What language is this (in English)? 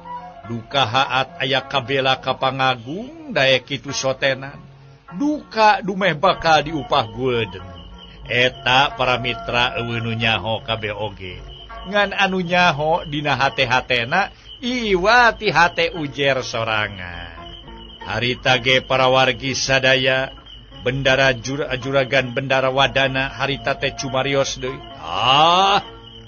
Sundanese